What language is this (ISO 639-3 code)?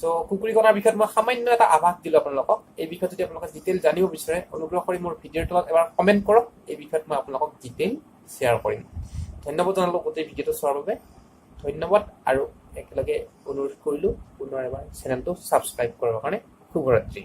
asm